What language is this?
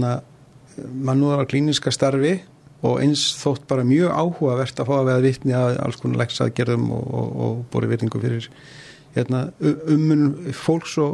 Icelandic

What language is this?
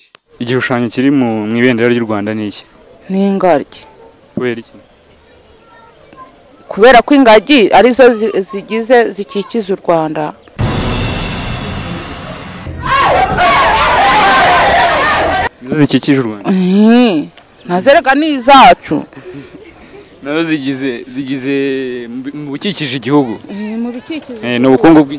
Kinyarwanda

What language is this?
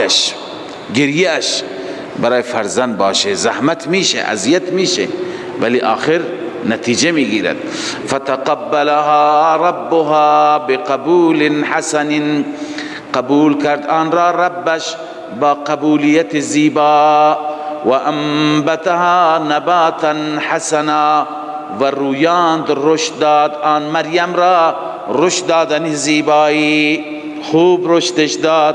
Persian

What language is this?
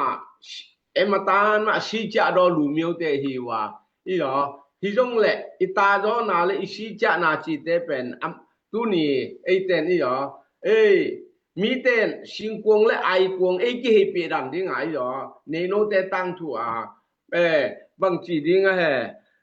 Tedim Chin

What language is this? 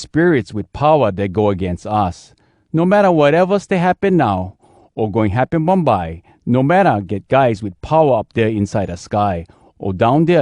Hawai'i Creole English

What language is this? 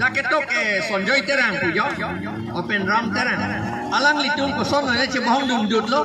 Karbi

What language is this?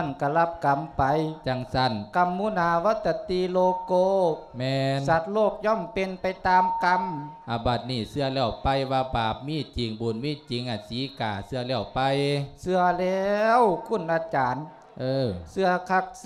Lao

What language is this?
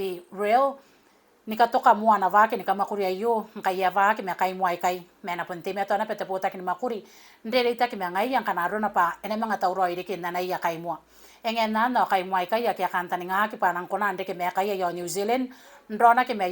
Gilbertese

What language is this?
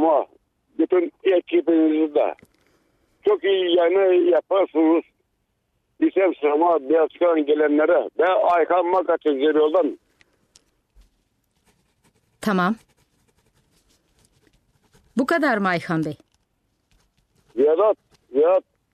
Turkish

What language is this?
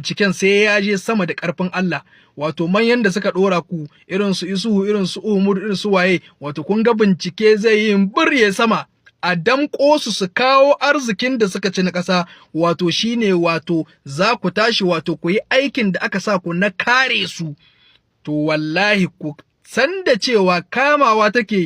Hausa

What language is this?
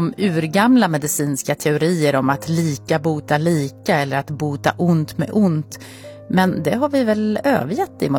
Swedish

